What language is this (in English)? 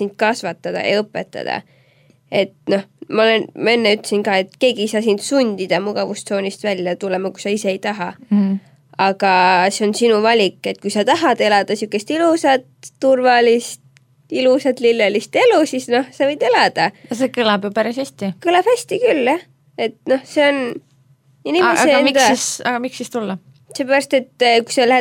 Estonian